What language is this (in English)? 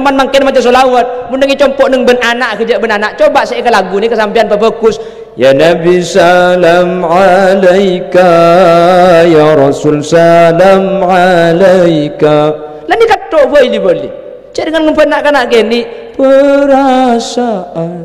Madurese